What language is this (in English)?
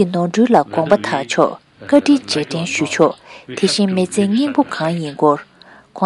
Tibetan